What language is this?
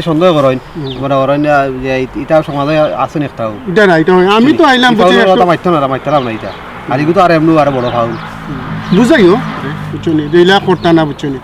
Sylheti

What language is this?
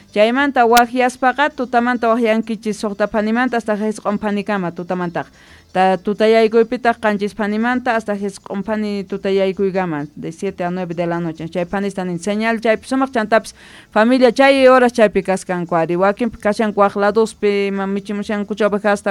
South Bolivian Quechua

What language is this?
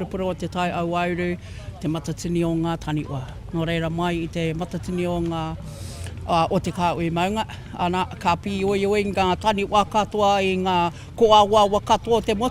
Māori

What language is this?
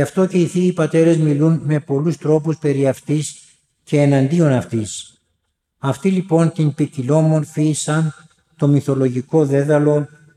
Greek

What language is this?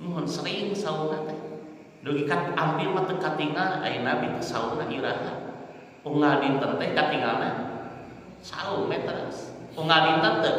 Sundanese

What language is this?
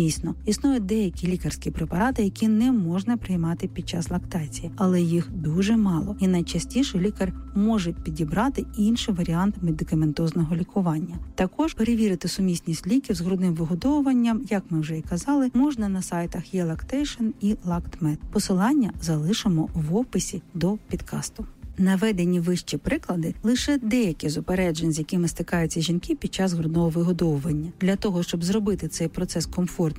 Ukrainian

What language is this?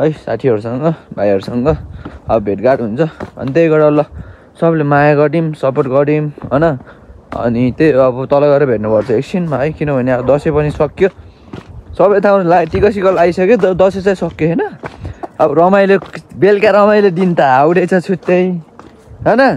Nepali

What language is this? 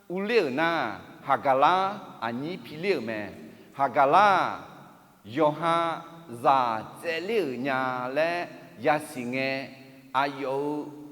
Akha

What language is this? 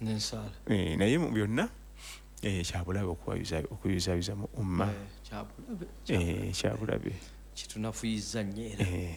Ganda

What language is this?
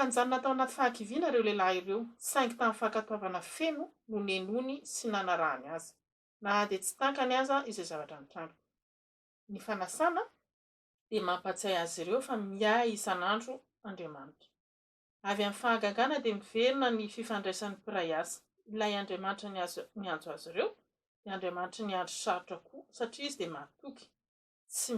Malagasy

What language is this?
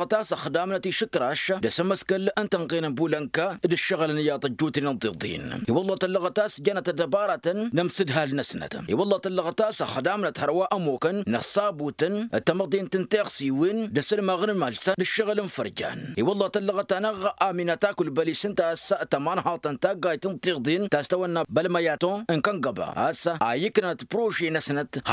Tamasheq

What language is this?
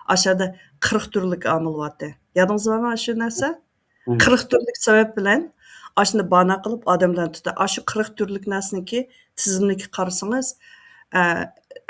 Uyghur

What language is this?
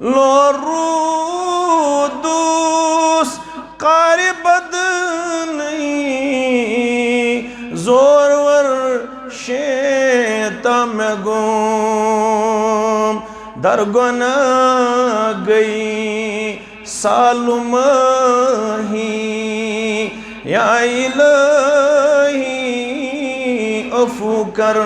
Kashmiri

